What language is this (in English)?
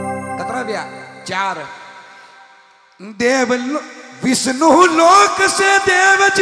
Hindi